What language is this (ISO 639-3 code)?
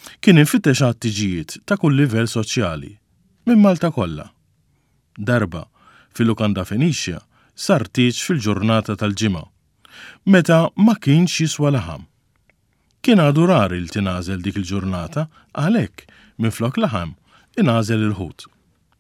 mlt